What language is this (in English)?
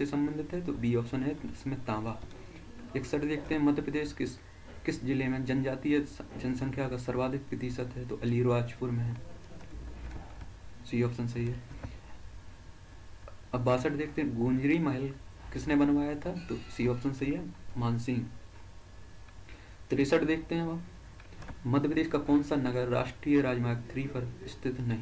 Hindi